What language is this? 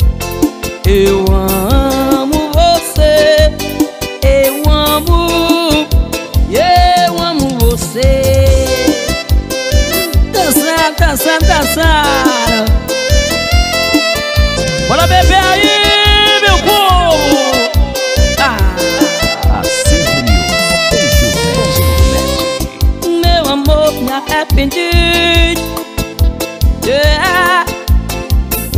Portuguese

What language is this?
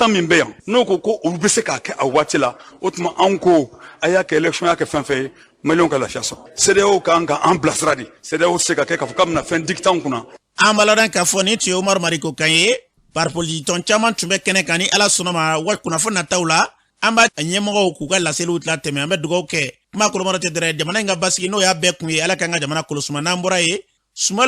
Bambara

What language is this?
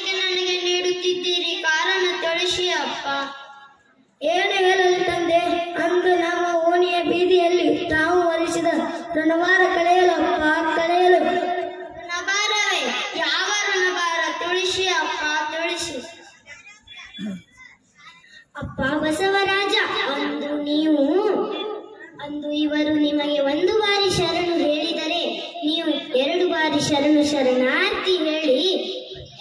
Kannada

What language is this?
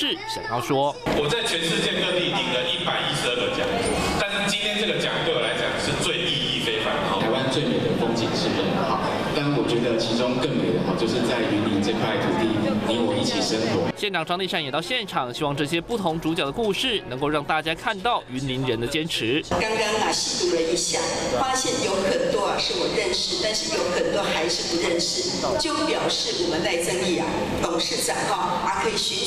Chinese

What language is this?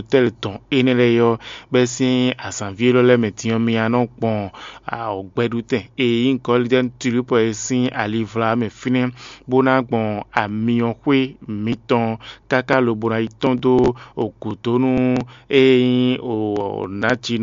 Fon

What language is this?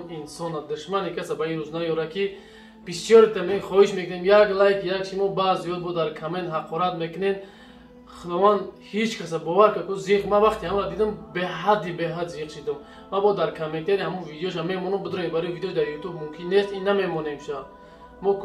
Tajik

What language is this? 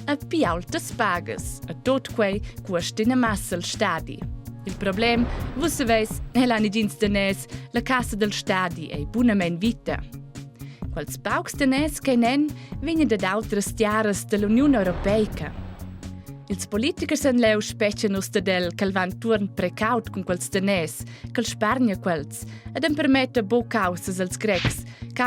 Romansh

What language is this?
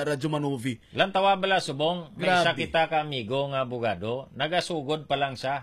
Hiligaynon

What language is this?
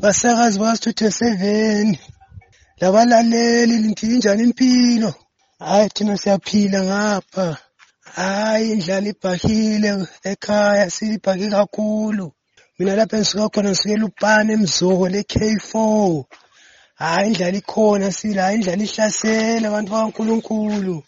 North Ndebele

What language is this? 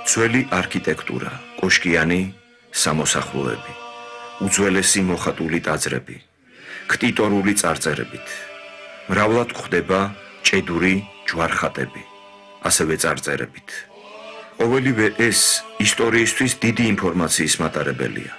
Georgian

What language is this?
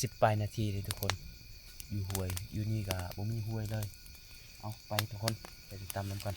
Lao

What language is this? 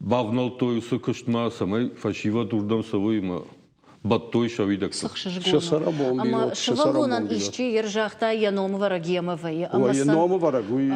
Ossetic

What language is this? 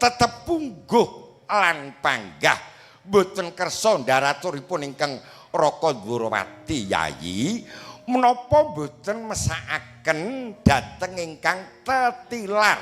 Javanese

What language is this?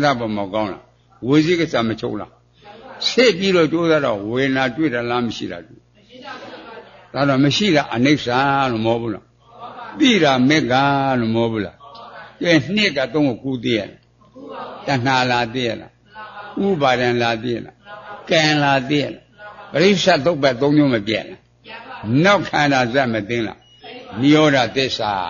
Burmese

